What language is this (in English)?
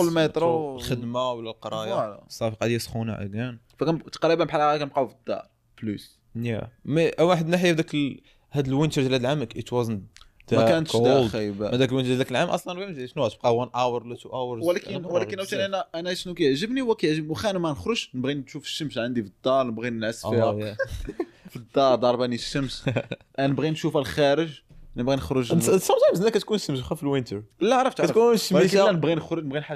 Moroccan Arabic